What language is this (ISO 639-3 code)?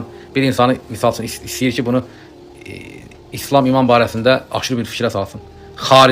aze